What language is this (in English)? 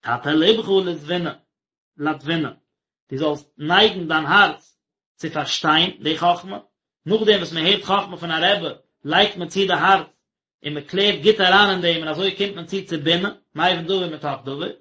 Yiddish